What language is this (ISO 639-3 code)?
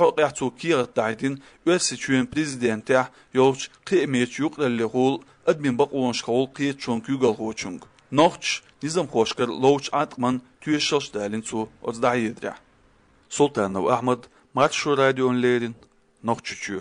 che